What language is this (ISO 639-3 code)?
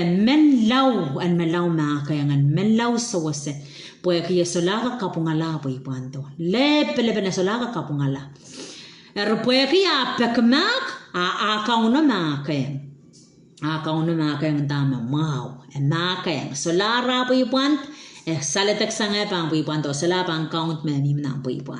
pon